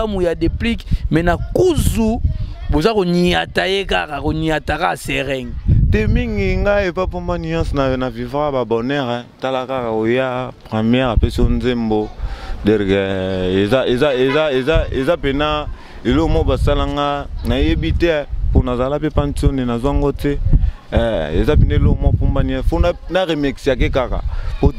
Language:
Lingala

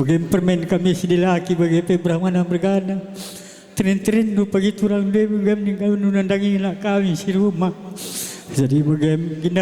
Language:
Batak Karo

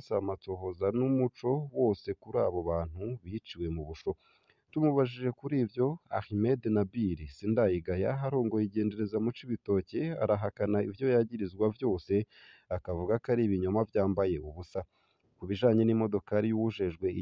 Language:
Rundi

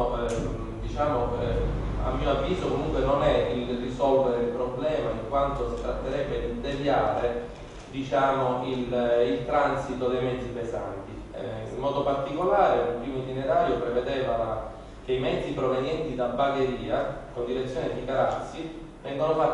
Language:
Italian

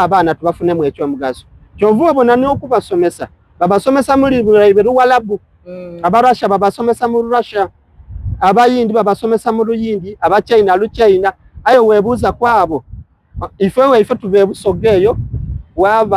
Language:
Soga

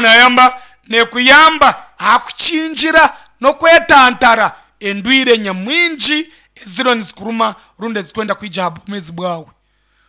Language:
Nyankole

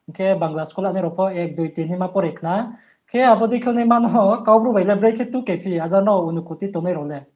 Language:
Riang (India)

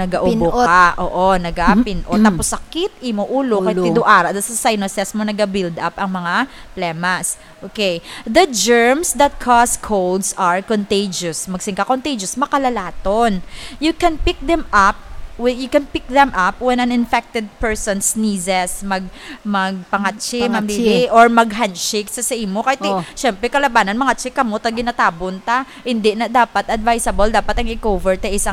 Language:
Hiligaynon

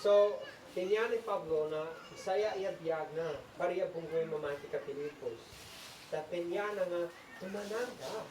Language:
Isnag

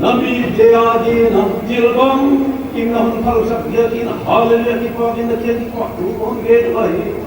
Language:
Paite Chin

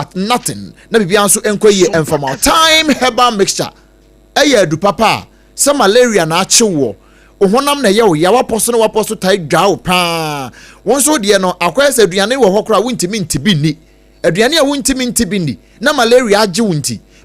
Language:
Akan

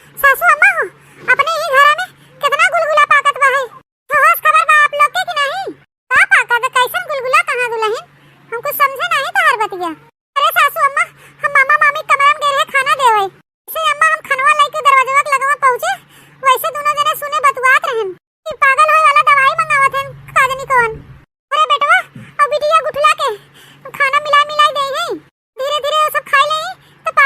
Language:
Awadhi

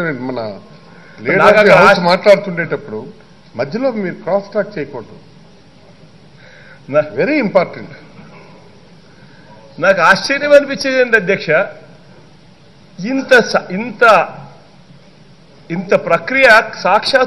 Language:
Telugu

